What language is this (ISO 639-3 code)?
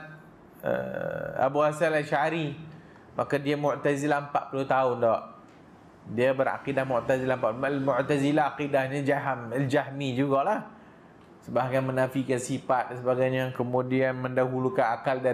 msa